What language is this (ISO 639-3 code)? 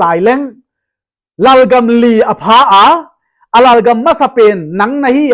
pck